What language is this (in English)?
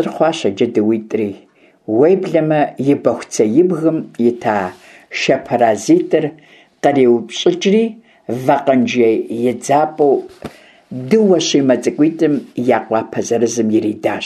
Kabardian